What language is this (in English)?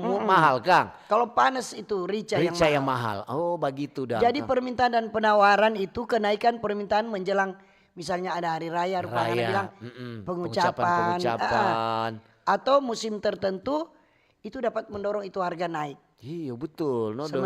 Manado Malay